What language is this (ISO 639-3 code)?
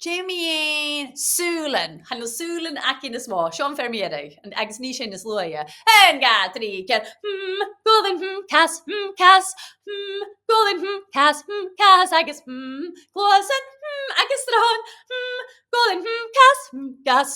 gla